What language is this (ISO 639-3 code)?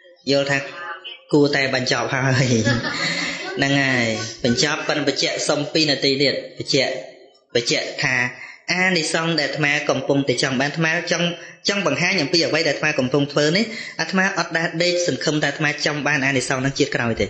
khm